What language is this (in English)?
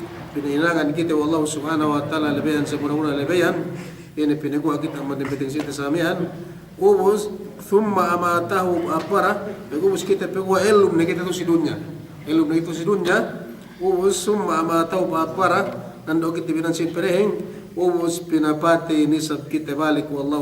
Yakan